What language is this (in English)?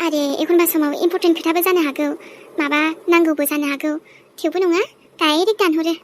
Bodo